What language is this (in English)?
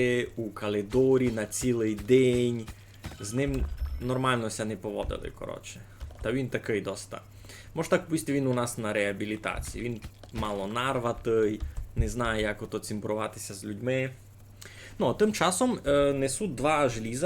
Rusyn